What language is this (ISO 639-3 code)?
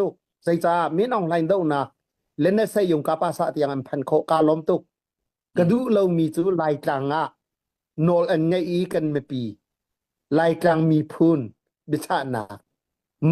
cnh